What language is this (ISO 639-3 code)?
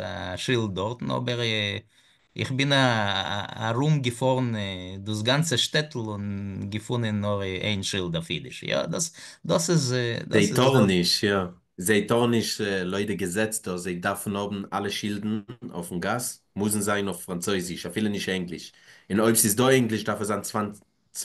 yid